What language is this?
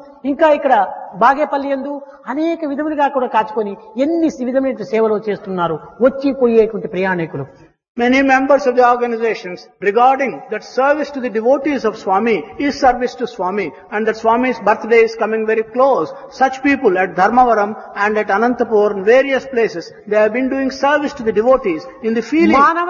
Telugu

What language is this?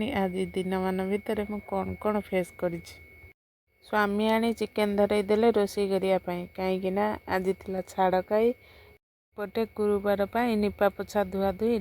Odia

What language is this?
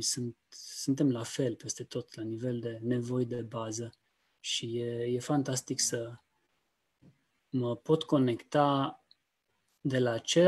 Romanian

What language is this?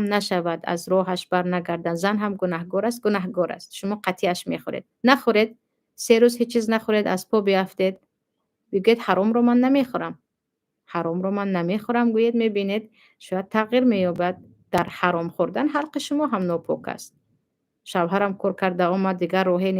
Tajik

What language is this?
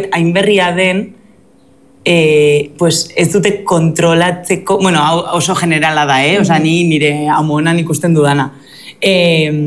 Basque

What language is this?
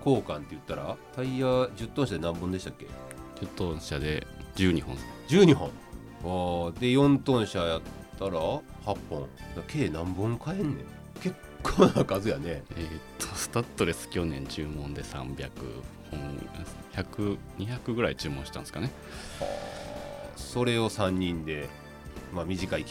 Japanese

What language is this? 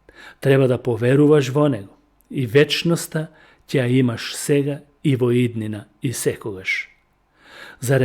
Macedonian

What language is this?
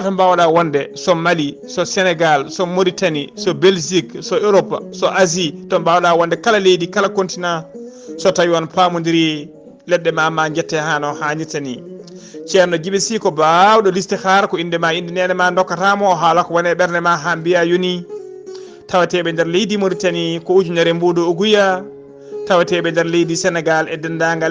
Fula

